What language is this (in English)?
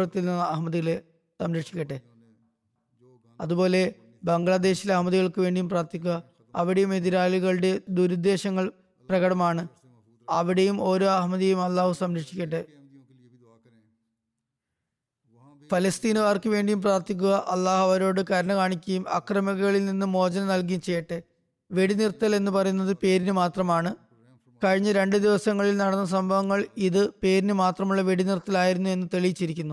Malayalam